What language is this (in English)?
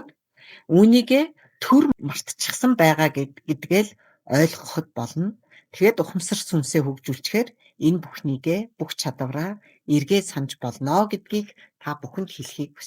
Mongolian